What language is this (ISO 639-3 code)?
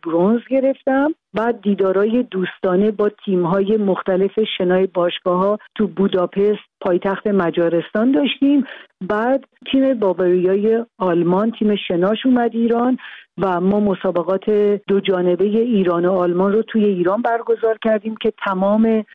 fas